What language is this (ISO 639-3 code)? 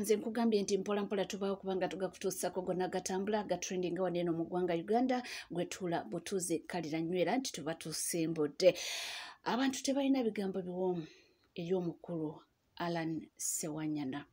lug